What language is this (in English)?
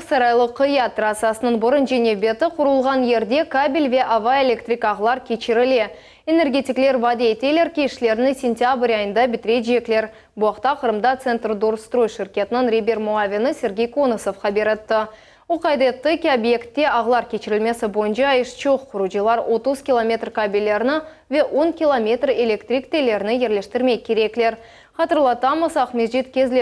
Crimean Tatar